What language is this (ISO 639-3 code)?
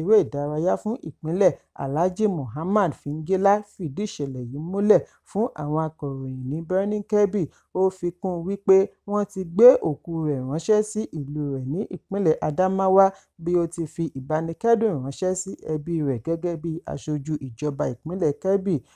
yor